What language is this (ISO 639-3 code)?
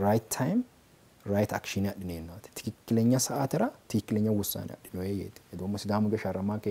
sid